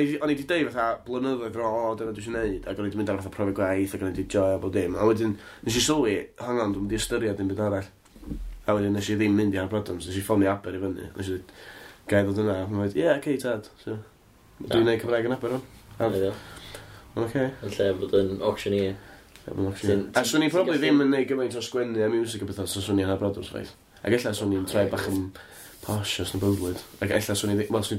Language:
Welsh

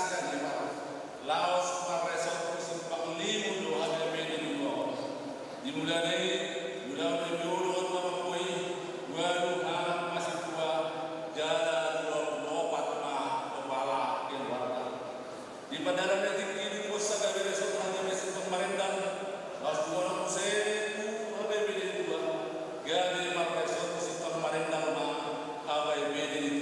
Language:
Batak Toba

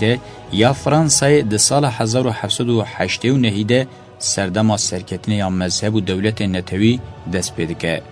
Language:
Kurdish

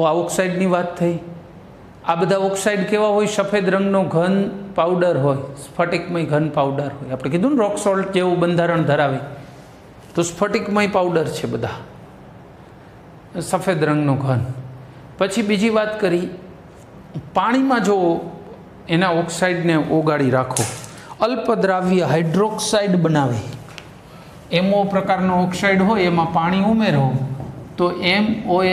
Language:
Gujarati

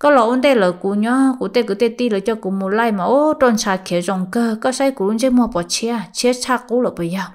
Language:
Hmong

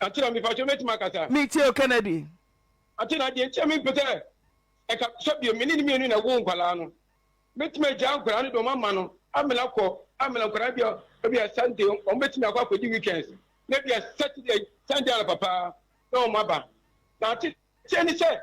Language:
Akan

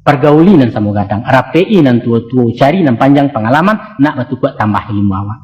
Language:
Minangkabau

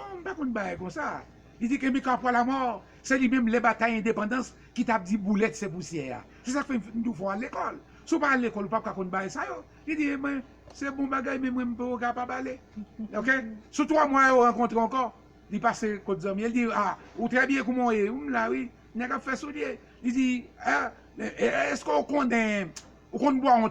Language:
Haitian Creole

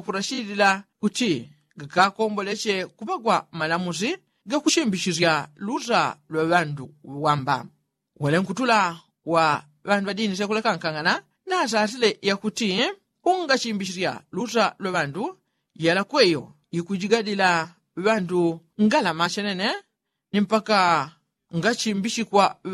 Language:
Yao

